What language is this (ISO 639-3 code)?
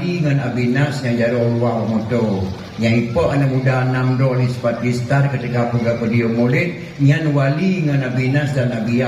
ace